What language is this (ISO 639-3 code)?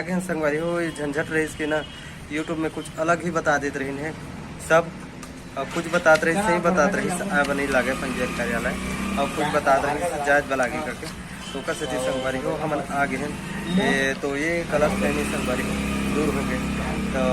hne